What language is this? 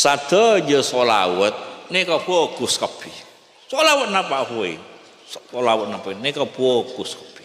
Madurese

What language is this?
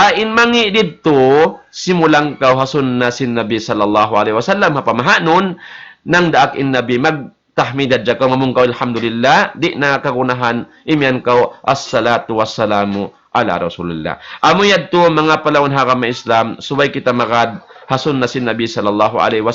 Tausug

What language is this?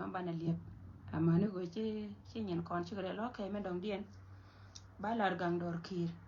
Nuer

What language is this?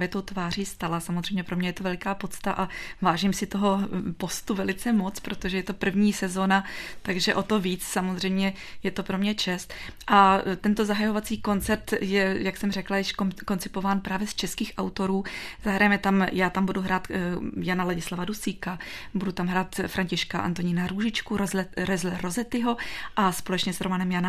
Czech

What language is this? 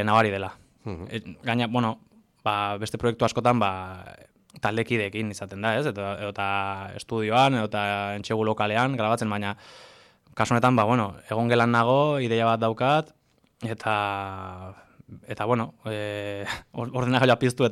Basque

